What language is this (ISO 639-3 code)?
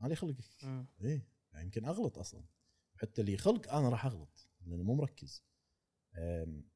afb